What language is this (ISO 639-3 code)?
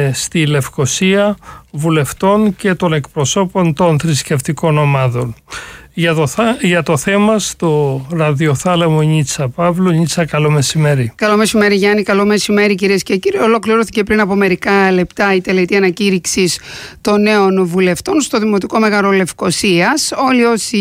ell